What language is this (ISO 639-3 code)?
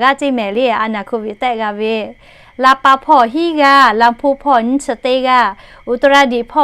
lhu